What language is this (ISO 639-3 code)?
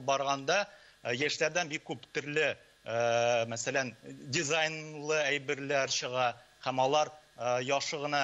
tat